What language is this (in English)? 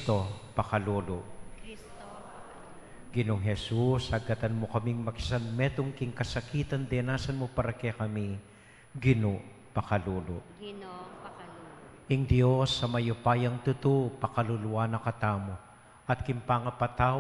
Pampanga